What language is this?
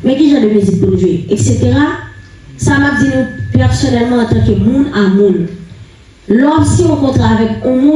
Haitian Creole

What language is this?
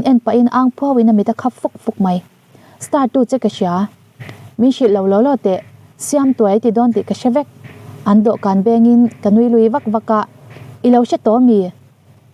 Mizo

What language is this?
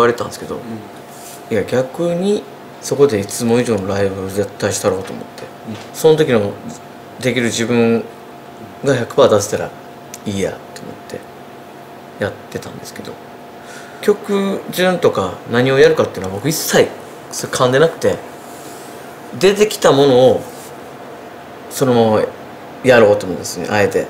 Japanese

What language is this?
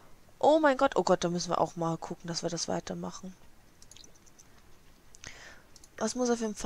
German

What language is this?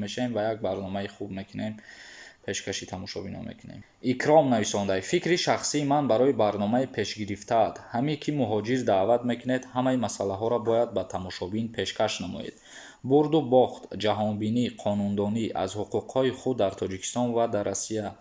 Tajik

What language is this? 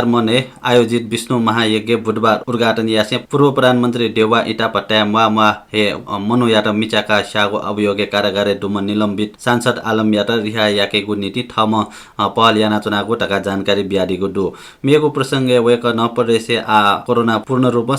Newari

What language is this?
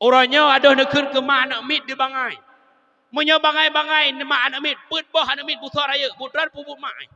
Achinese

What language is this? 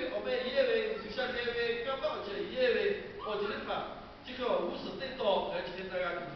Lahu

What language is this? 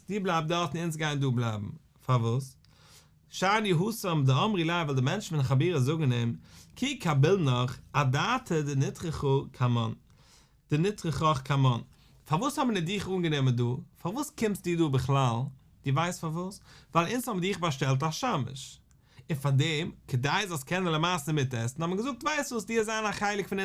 Yiddish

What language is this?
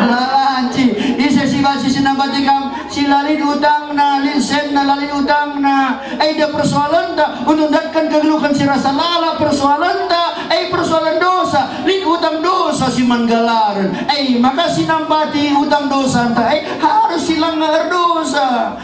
Batak Karo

